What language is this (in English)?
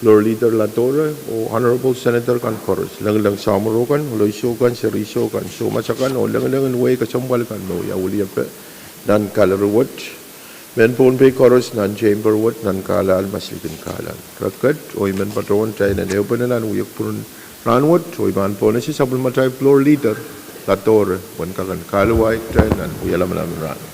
Pohnpeian